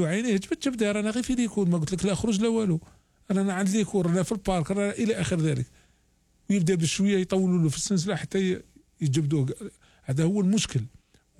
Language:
Algerian Arabic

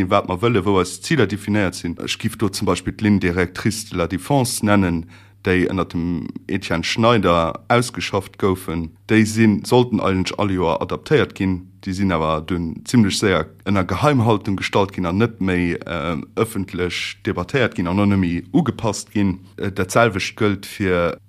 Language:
Luxembourgish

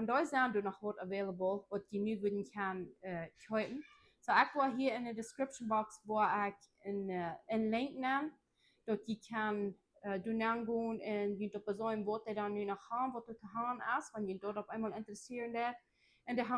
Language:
Plautdietsch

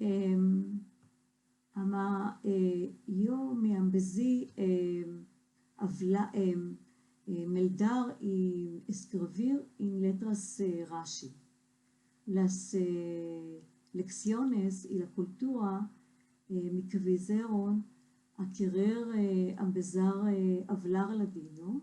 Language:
Ladino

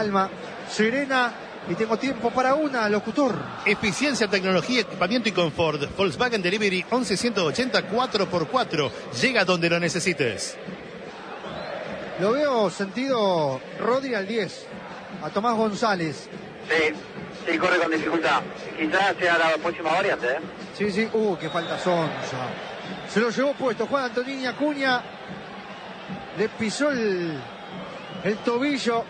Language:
Spanish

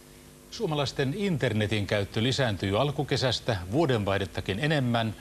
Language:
Finnish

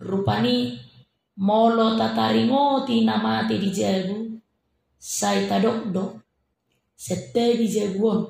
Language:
Batak Toba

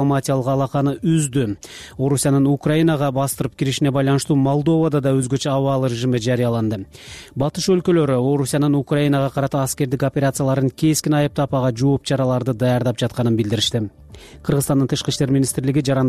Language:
Kyrgyz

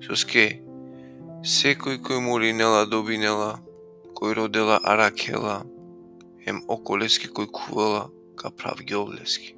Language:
Balkan Romani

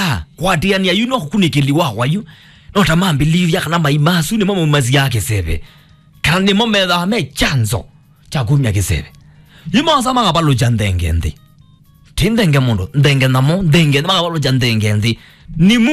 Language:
Kamba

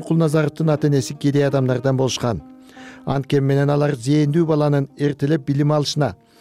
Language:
Kyrgyz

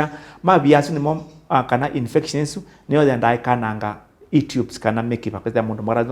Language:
Kamba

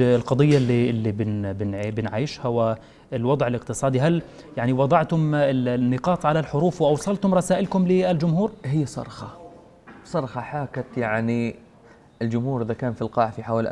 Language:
South Levantine Arabic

